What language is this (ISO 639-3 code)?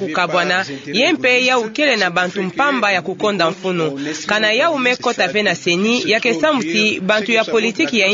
ktu